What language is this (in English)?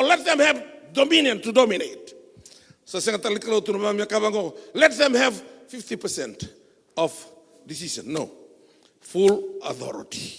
Fijian